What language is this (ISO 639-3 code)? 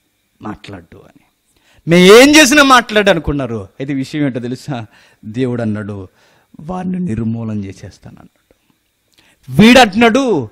tel